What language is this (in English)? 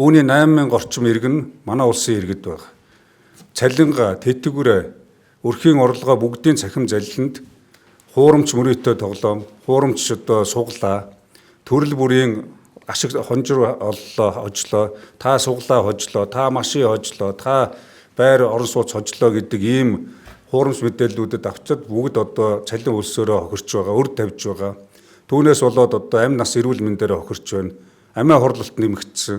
Mongolian